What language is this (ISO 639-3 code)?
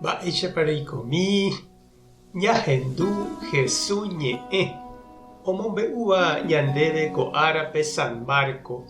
grn